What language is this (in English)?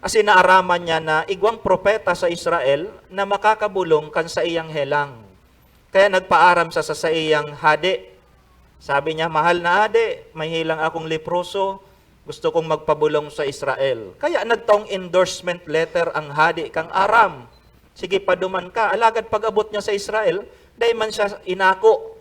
Bikol